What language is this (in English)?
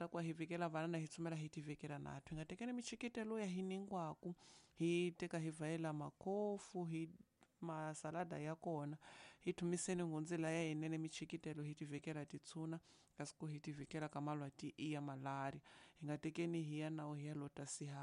Tsonga